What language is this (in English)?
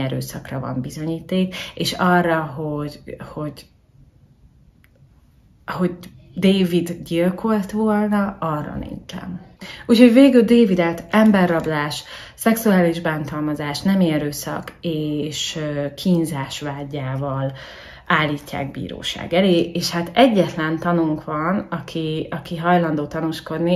Hungarian